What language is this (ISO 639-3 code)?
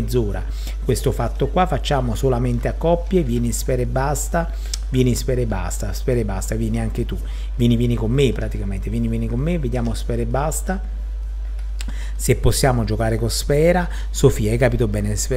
ita